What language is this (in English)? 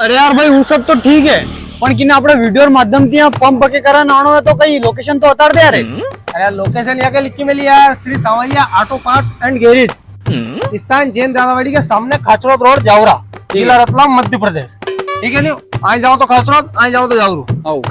Rajasthani